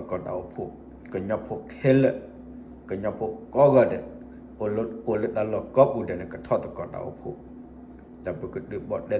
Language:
S'gaw Karen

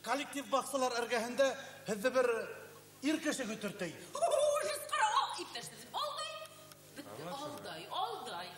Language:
Bashkir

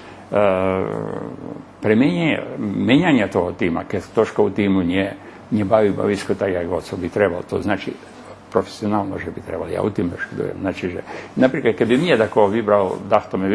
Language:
Rusyn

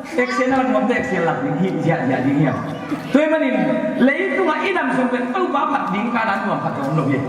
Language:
Tedim Chin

